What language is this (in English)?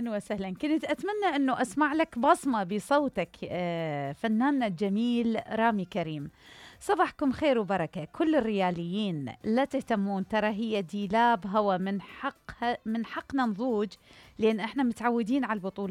Mesopotamian Arabic